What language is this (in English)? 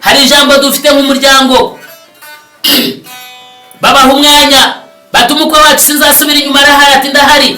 Kinyarwanda